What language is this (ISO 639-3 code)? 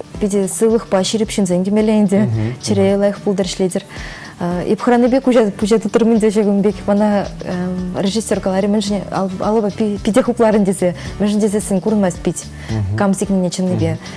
chv